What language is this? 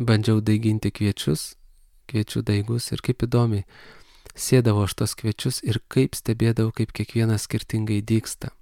Lithuanian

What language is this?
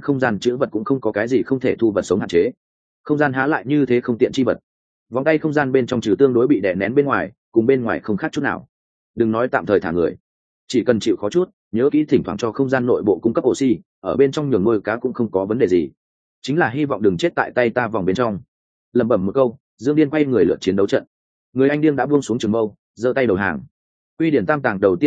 Vietnamese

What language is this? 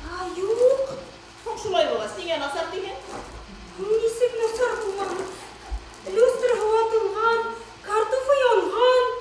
Bashkir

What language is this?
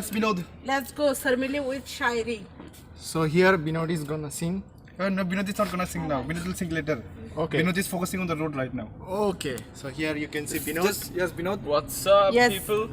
Kok Borok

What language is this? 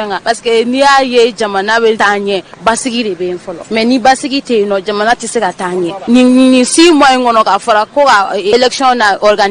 Bambara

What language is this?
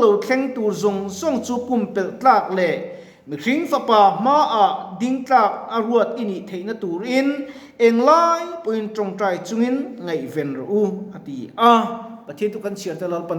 Mizo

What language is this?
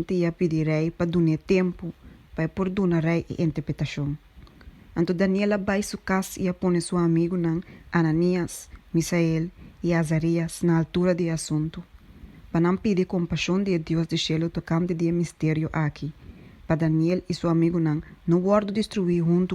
Papiamento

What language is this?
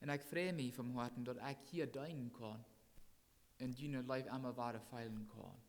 Plautdietsch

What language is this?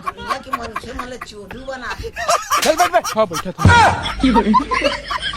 Chhattisgarhi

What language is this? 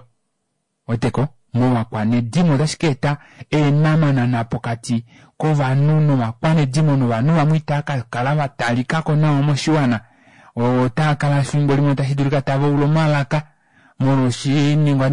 Kuanyama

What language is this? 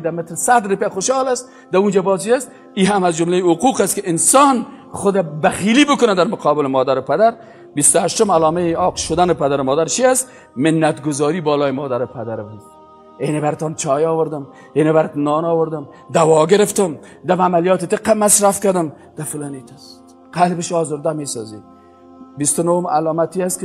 Persian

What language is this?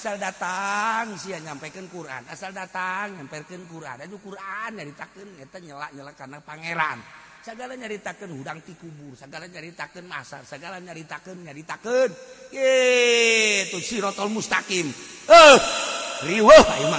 Sundanese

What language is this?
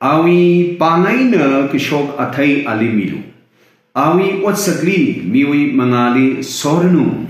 Tangkhul Naga (India)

